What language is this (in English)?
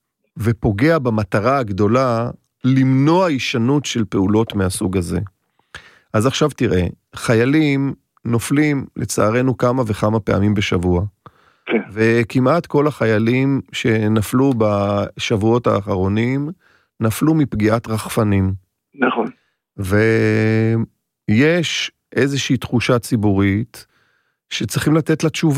Hebrew